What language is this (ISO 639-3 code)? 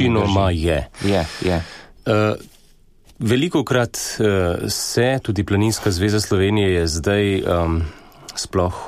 slv